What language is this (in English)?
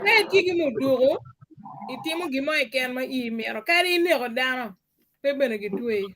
Acoli